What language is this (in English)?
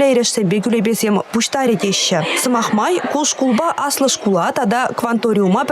Chuvash